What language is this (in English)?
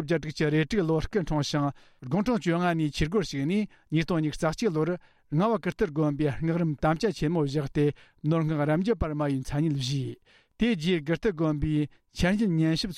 Tibetan